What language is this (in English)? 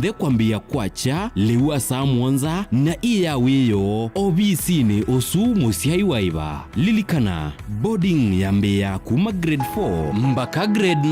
Kamba